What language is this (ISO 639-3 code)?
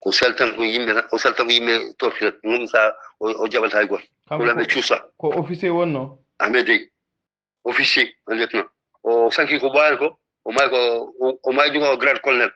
ful